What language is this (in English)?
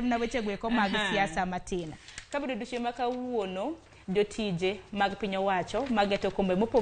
Luo (Kenya and Tanzania)